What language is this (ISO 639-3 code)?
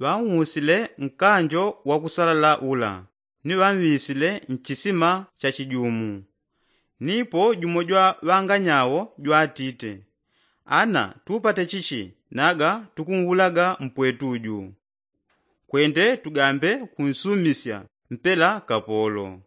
yao